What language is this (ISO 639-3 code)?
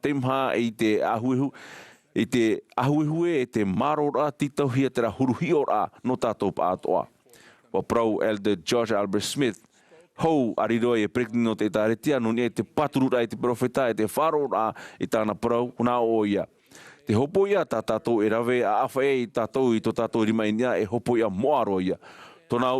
tah